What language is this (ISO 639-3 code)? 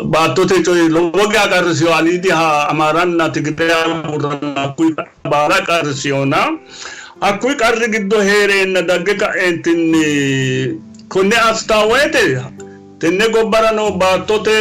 sid